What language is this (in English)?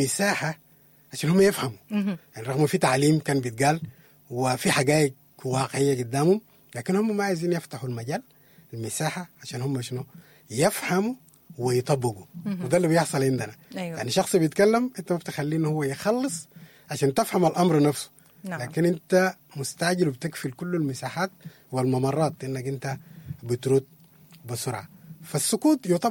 Sudanese Arabic